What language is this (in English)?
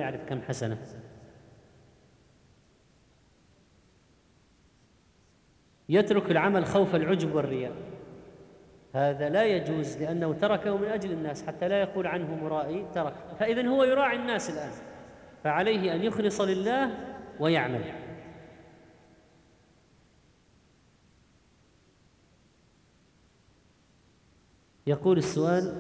Arabic